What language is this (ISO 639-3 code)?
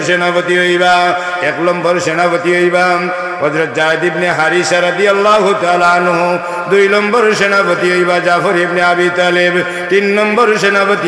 syl